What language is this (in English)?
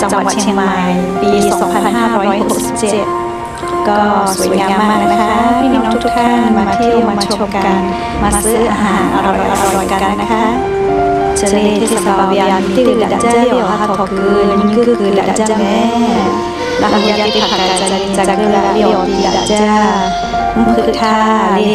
Lahu